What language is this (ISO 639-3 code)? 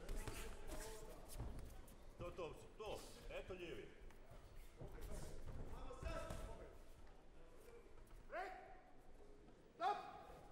hrv